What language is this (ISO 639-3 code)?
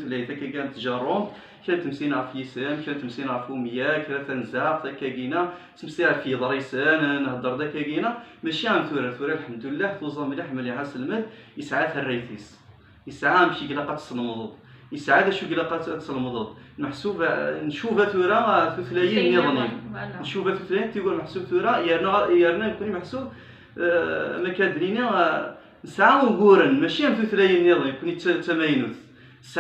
kab